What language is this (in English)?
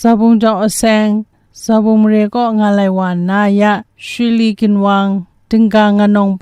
Kachin